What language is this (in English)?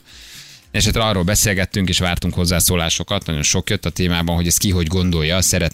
Hungarian